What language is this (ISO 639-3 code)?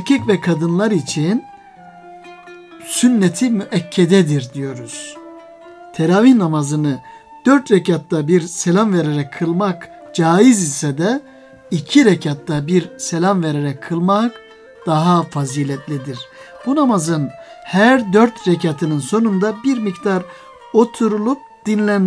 tur